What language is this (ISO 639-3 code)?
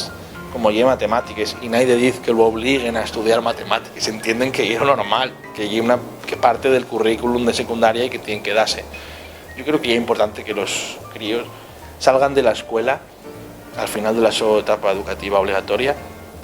ast